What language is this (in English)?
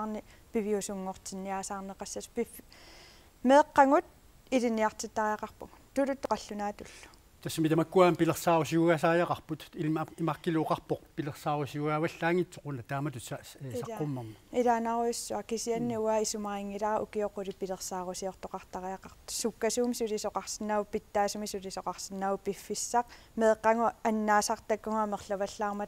Kalaallisut